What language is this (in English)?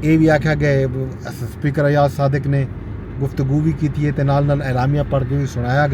Saraiki